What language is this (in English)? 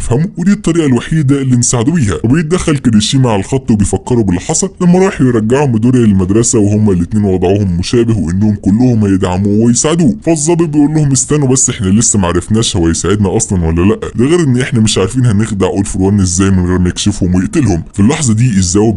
Egyptian Arabic